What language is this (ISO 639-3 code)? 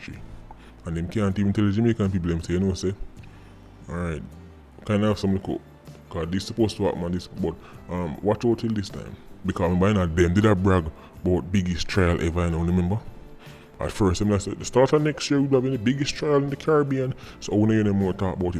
jam